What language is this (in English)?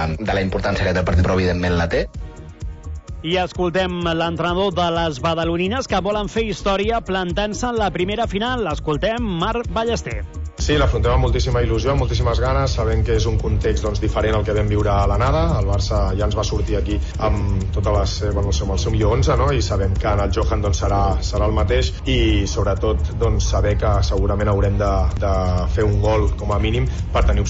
Catalan